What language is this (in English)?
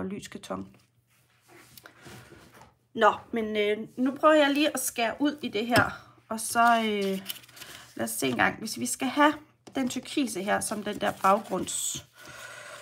Danish